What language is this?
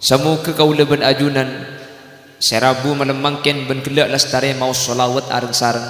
Madurese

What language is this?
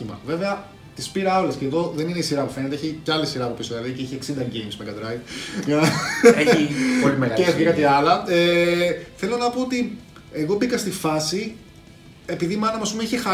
Greek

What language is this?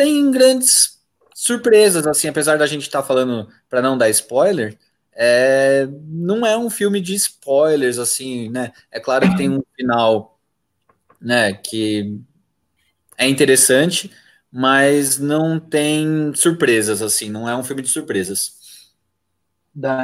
Portuguese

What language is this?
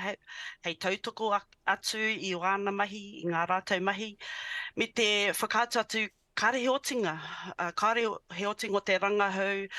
Māori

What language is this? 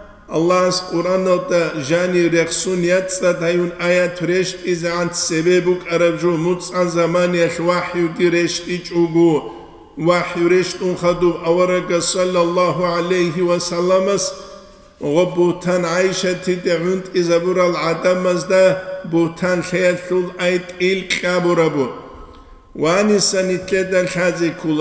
Avaric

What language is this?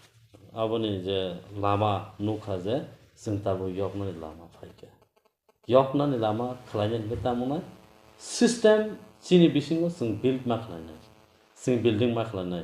Kok Borok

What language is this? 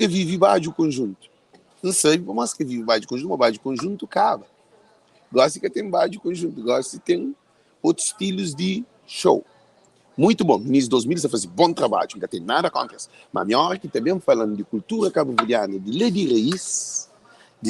Kabuverdianu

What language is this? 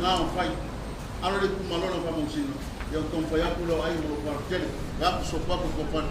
Samoan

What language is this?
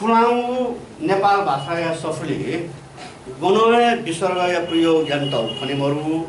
Newari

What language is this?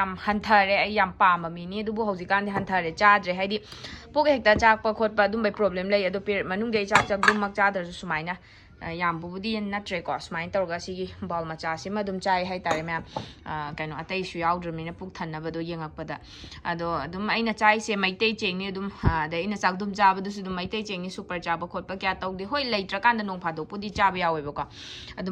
Manipuri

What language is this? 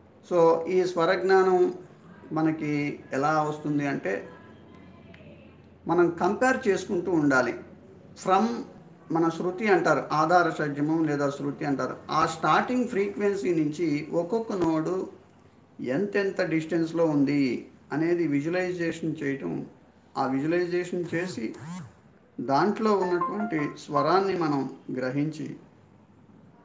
Telugu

